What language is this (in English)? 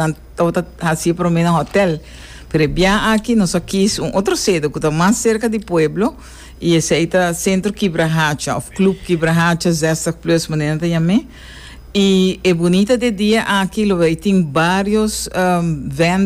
Papiamento